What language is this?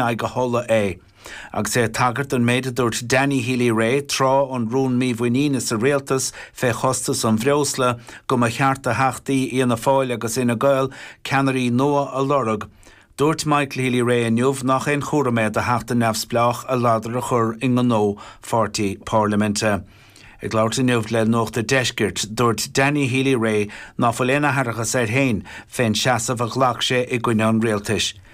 Irish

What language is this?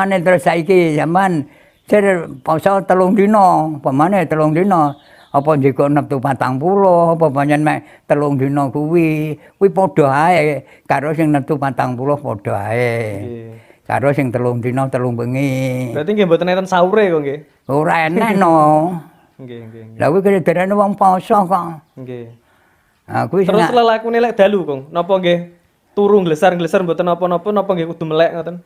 Javanese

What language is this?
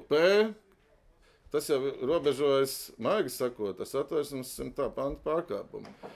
Latvian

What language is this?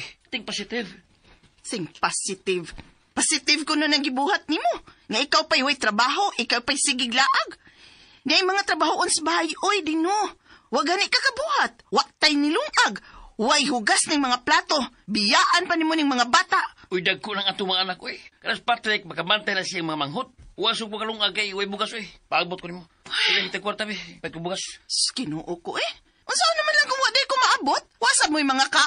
Cebuano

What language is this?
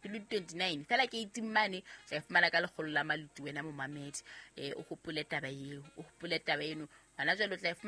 Southern Sotho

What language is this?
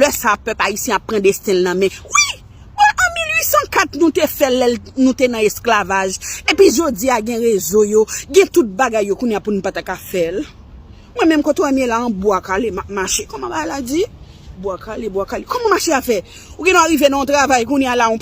Haitian Creole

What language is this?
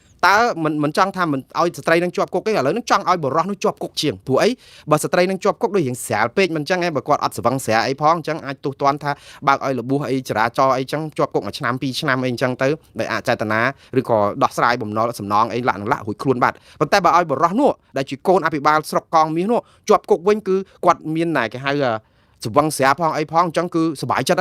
Khmer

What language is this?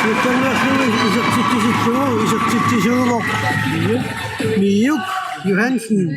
Kalaallisut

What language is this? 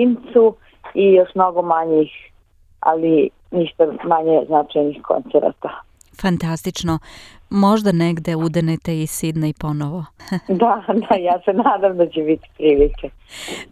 Serbian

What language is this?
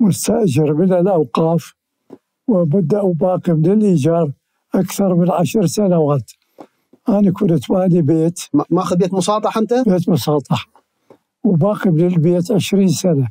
Mesopotamian Arabic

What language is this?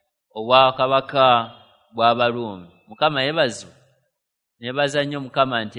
Ganda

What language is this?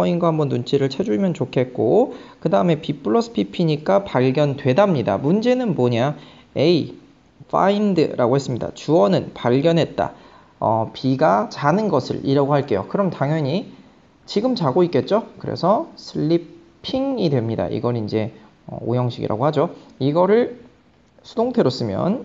Korean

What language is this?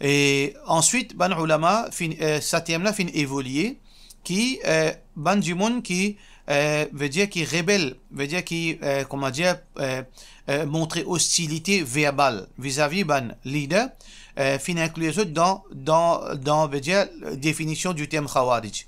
Morisyen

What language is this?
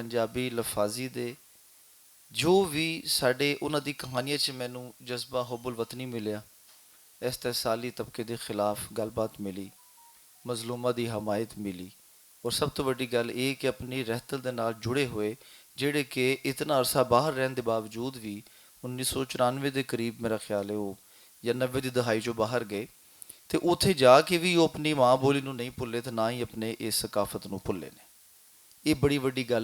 Western Panjabi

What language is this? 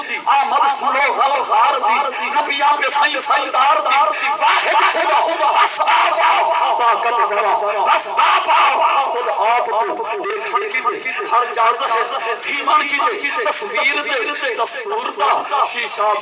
Saraiki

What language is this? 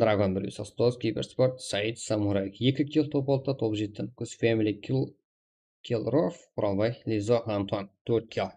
Kara-Kalpak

